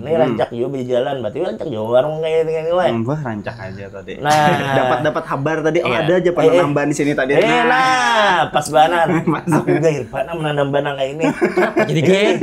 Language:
Banjar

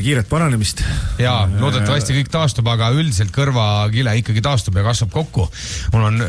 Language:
Estonian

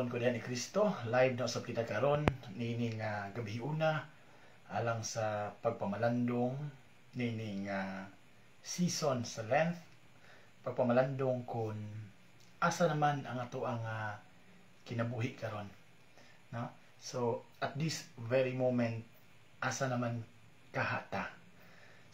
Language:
Cebuano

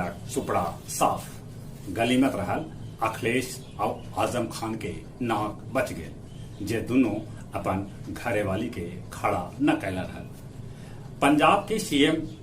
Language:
Magahi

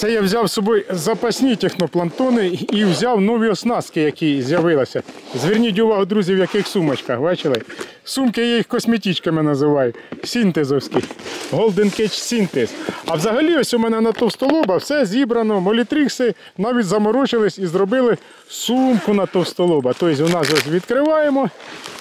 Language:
Ukrainian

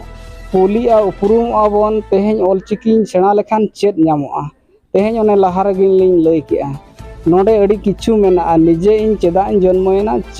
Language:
Santali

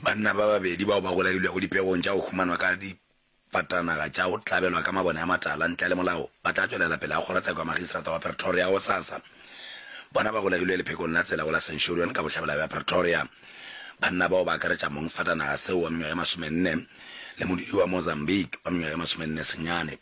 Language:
Northern Sotho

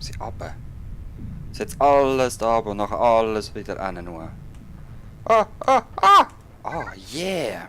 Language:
Swiss German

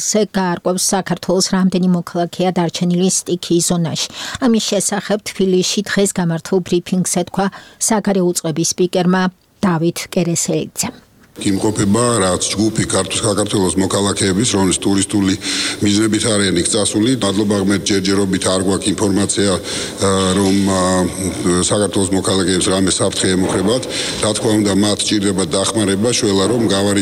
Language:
Georgian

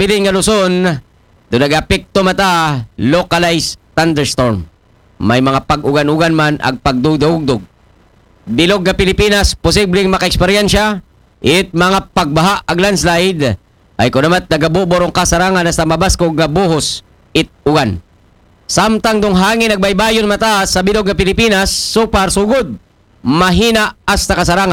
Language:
Aklanon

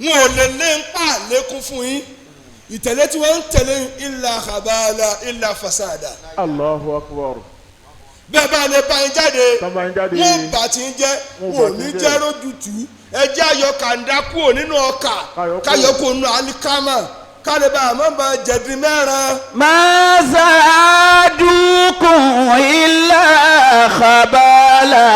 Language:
Yoruba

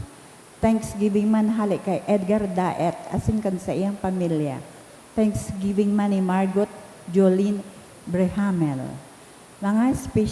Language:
Bikol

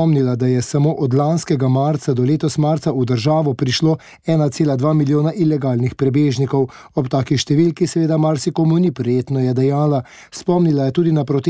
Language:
Slovenian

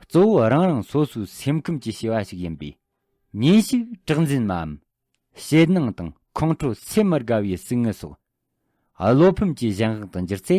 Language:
Tibetan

